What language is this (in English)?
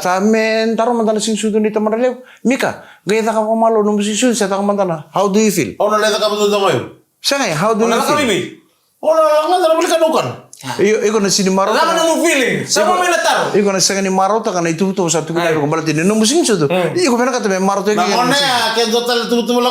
Fijian